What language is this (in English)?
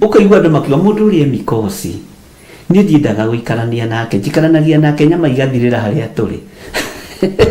Kikuyu